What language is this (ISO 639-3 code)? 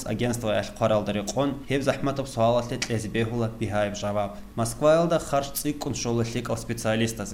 ava